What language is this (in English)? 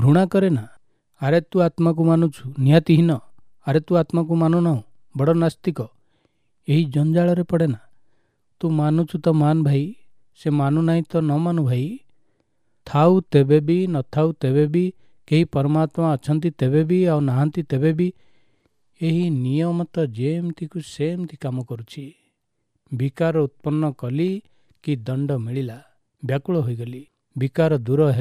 Odia